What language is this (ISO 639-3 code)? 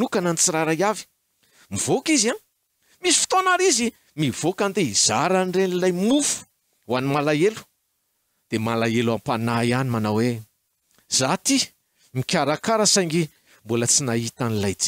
mlg